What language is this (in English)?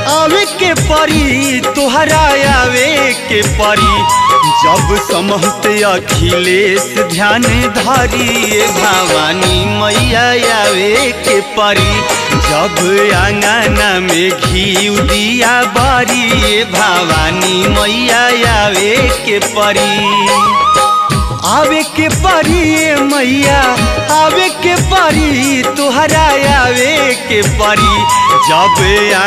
Bhojpuri